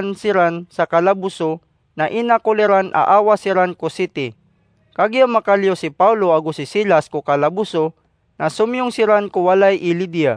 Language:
Maranao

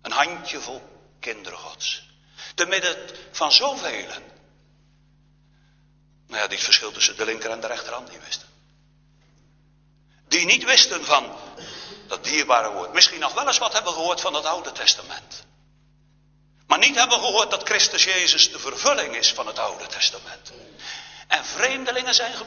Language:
Dutch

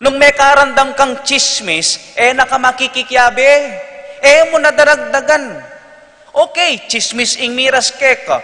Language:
Pampanga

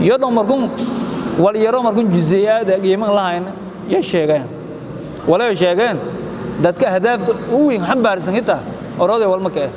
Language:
Somali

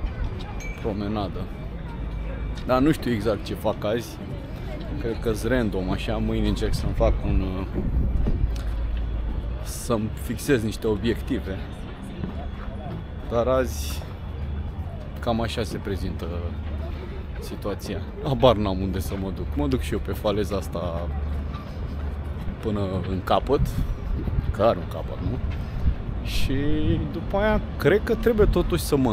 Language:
Romanian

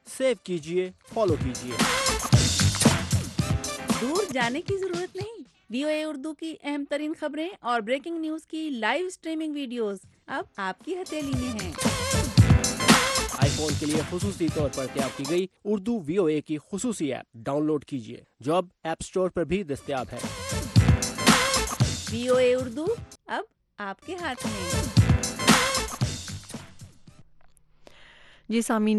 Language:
Urdu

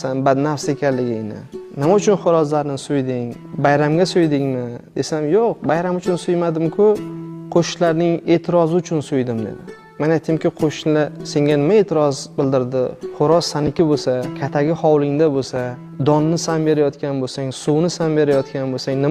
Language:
Uzbek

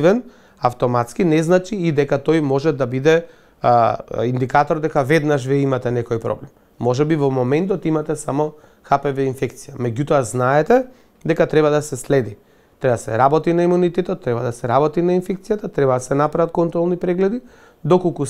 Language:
Macedonian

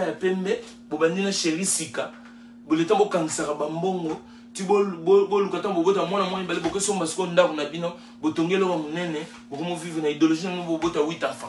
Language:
Lingala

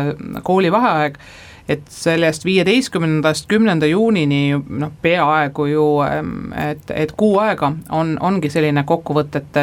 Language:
Estonian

